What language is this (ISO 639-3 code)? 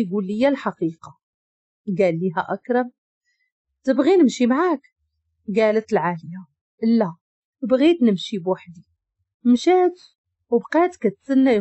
ary